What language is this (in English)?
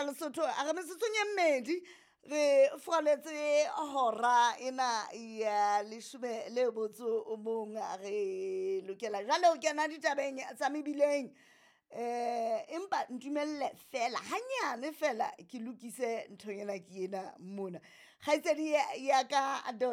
Southern Sotho